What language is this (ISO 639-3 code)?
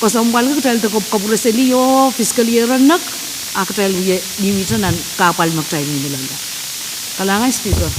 pon